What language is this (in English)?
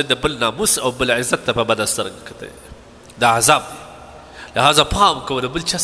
Pashto